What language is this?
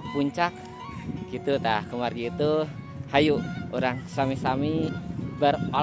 Sundanese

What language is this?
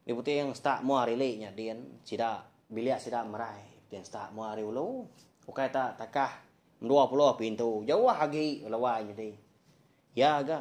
Iban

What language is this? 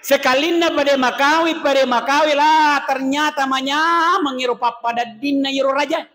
Buginese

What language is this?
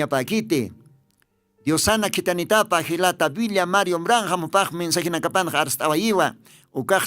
Aymara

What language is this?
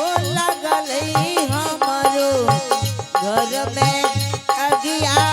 Angika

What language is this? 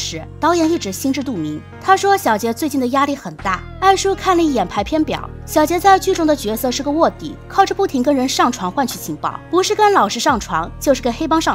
Chinese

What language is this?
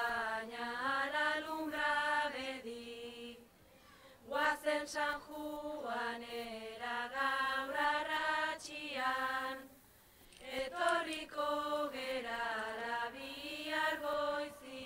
Basque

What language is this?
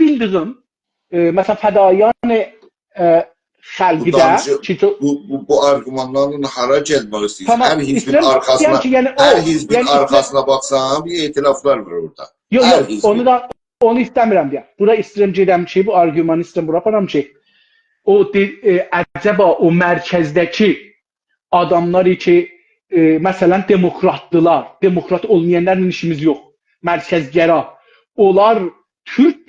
South Azerbaijani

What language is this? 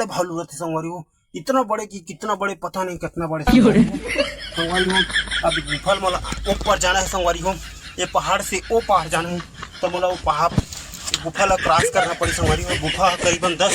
Chhattisgarhi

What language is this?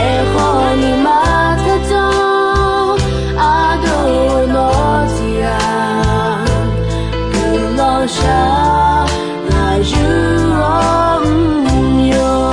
Akha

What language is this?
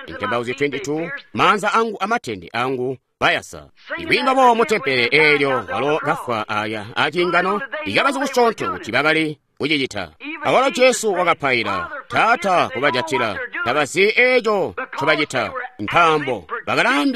Tonga (Zambia)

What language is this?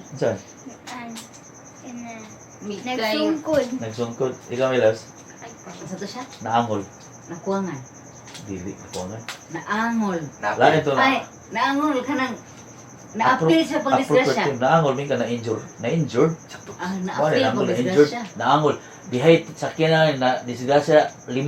Cebuano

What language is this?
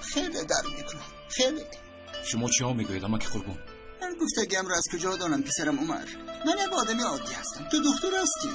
Tajik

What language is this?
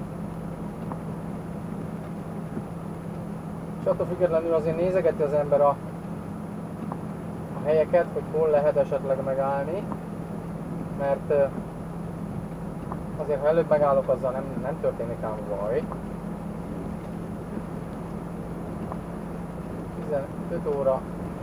Hungarian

